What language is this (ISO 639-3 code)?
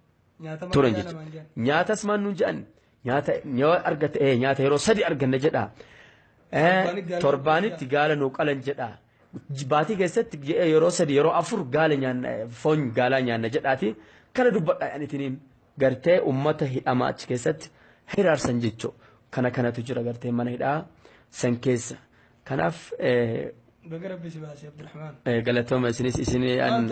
orm